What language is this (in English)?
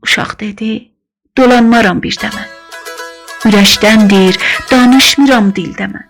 South Azerbaijani